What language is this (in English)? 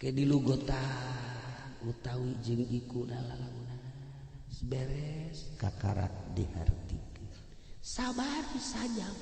Sundanese